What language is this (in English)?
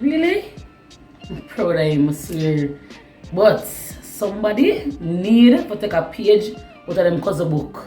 Jamaican Creole English